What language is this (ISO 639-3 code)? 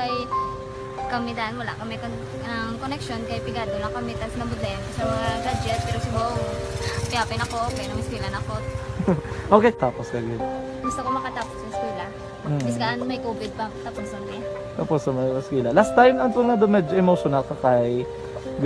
hil